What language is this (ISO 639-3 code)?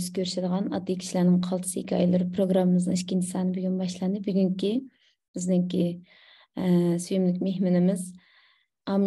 uig